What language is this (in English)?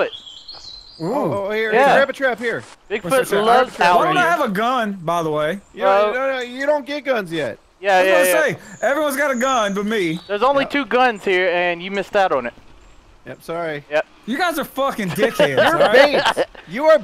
English